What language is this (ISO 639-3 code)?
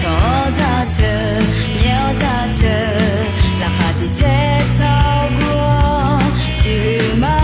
ahk